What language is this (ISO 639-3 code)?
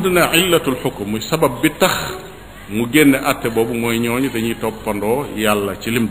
wol